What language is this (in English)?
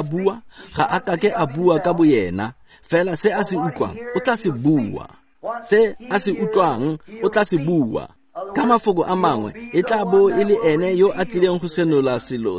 Tswana